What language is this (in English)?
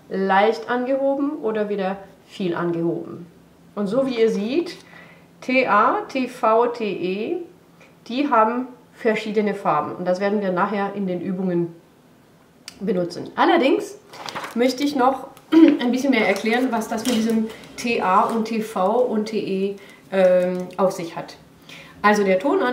German